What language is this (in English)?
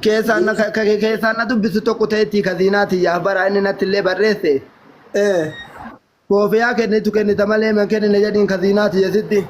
Oromo